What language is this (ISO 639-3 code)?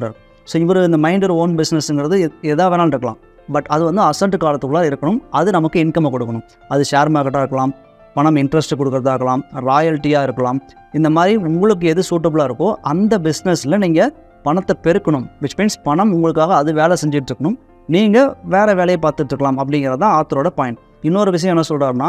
tam